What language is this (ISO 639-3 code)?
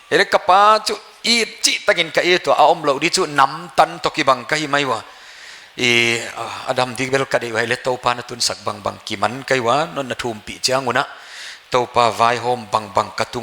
pck